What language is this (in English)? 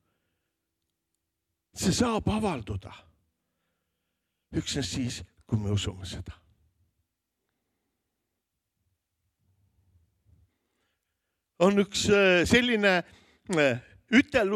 Estonian